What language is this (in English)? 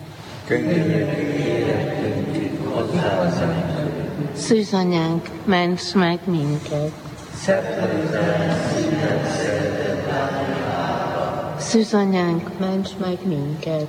Hungarian